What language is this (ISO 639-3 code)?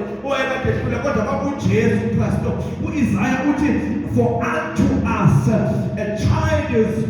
zul